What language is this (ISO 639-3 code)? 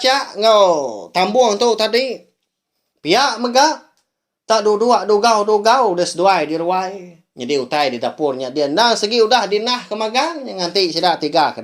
iba